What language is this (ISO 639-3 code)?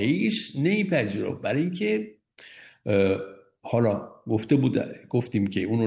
fas